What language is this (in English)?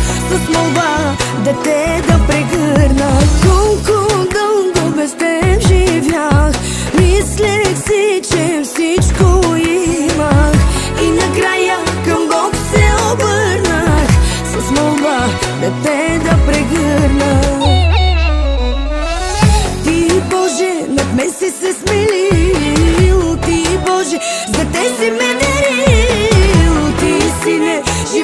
Bulgarian